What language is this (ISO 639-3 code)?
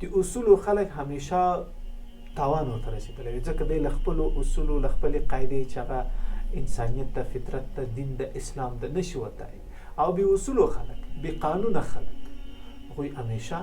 pus